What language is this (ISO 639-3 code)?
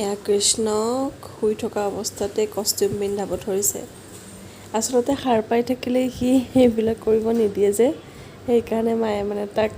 asm